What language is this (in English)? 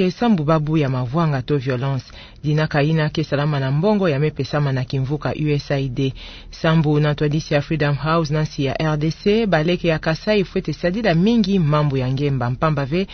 Kituba (Democratic Republic of Congo)